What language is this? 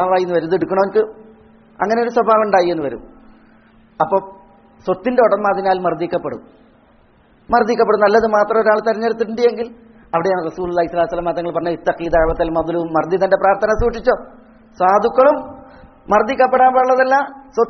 Malayalam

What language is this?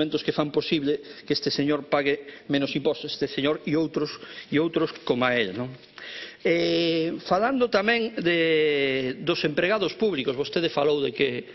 Galician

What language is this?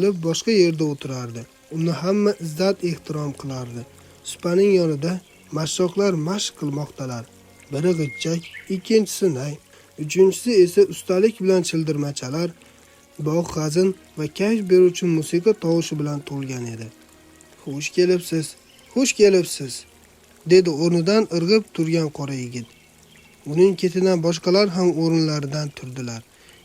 Uzbek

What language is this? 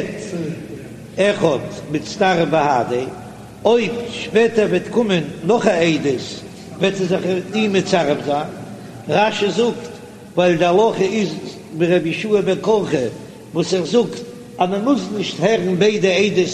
Yiddish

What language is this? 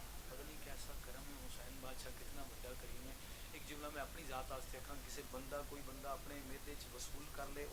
Pahari-Potwari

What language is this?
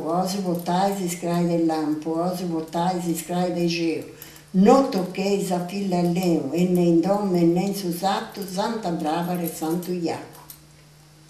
Sardinian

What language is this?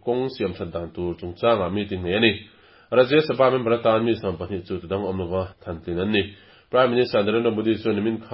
Mizo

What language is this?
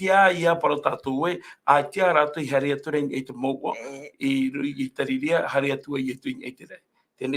Tahitian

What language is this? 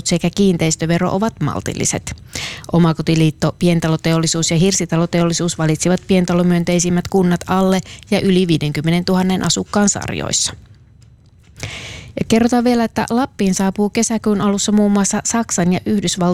Finnish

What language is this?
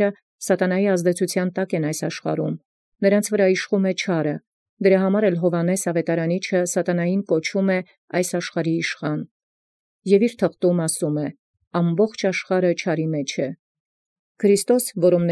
Armenian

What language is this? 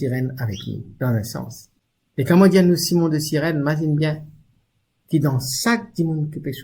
Morisyen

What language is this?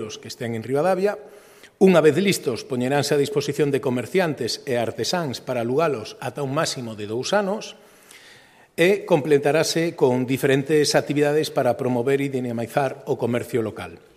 Galician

